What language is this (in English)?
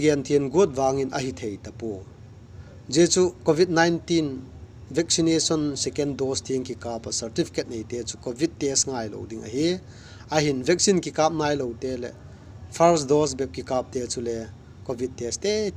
Vaiphei